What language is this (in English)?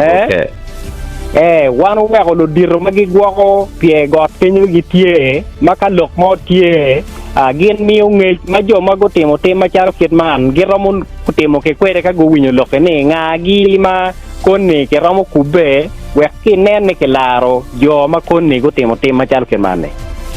Acoli